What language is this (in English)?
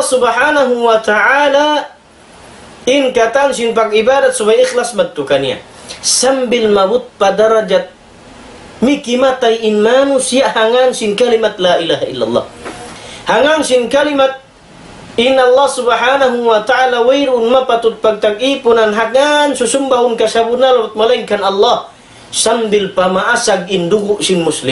Tausug